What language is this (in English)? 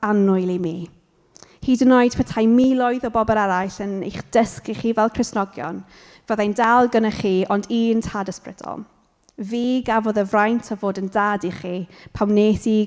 Welsh